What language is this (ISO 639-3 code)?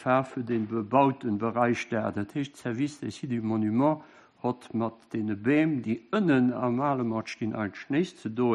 ltz